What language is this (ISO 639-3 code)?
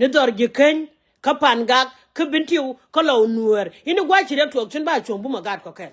nus